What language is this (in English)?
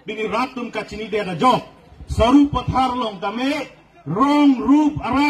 Karbi